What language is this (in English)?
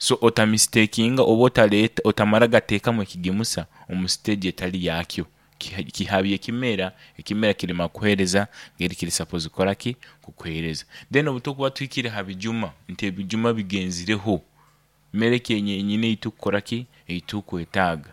Nyoro